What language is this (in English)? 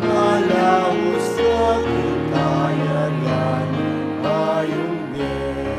Pampanga